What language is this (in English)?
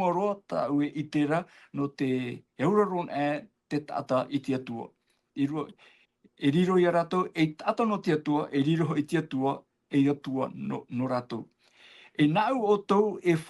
Tahitian